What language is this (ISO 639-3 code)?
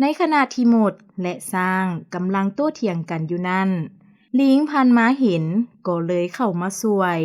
lao